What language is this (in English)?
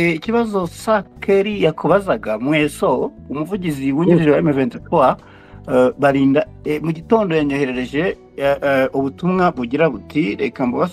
Kinyarwanda